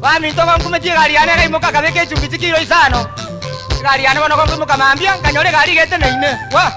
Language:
Gusii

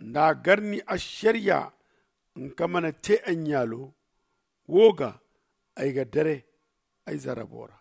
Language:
Zarma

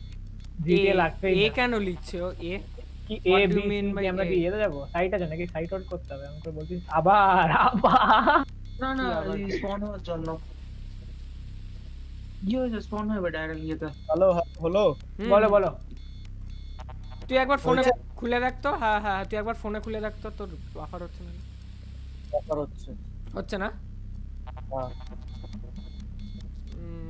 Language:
Bangla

